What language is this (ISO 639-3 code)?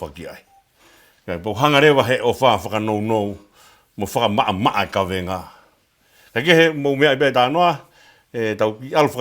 ton